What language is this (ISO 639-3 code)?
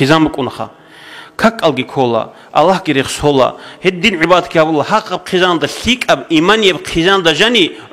ava